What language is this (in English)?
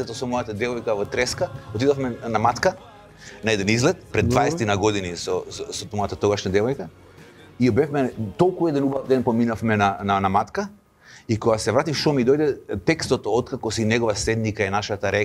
Macedonian